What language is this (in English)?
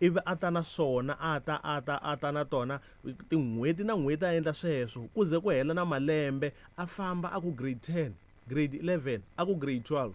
Tsonga